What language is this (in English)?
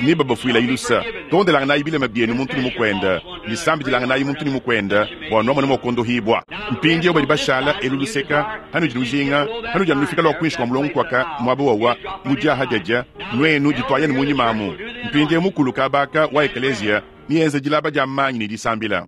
Luba-Lulua